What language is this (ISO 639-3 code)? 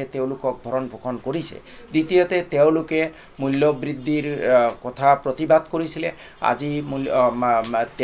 asm